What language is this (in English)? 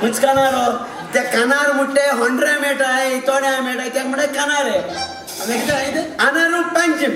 Konkani